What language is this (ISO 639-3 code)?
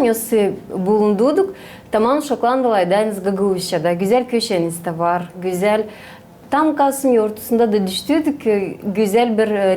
gag